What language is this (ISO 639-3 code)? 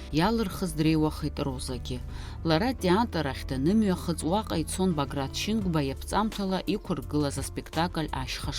abk